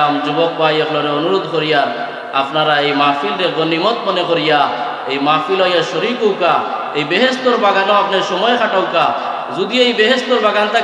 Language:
Sylheti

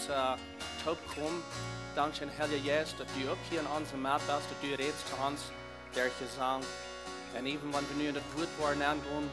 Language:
Plautdietsch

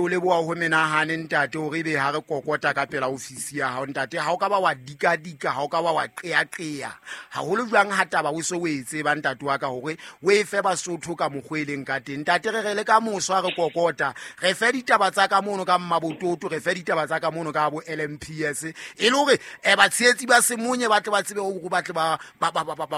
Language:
Southern Sotho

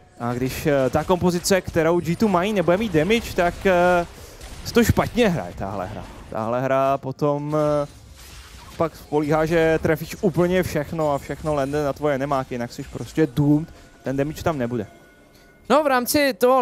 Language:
Czech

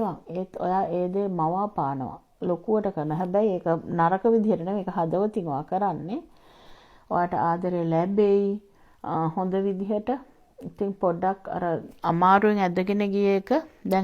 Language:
Sinhala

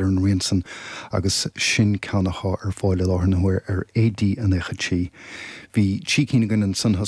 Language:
Irish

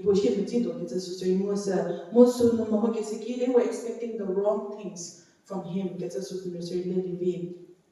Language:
Angami Naga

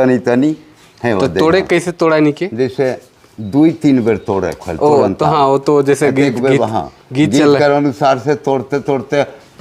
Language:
Sadri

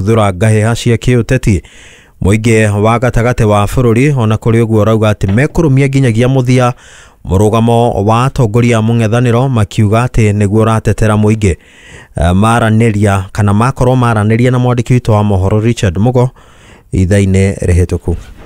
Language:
Kikuyu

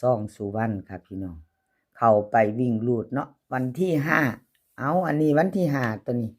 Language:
Northeastern Thai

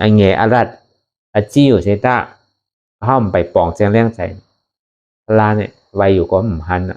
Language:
Shan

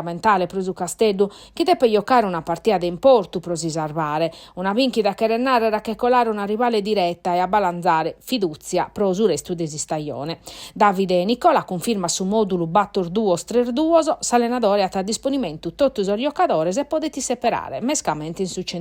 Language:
Sardinian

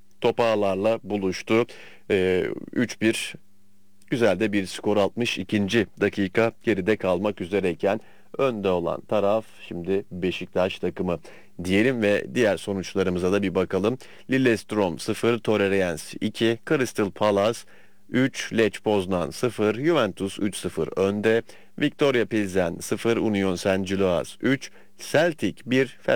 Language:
Turkish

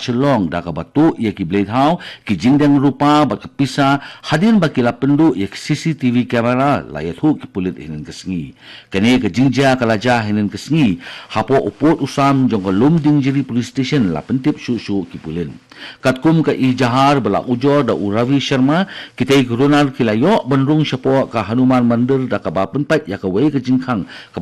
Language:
Khasi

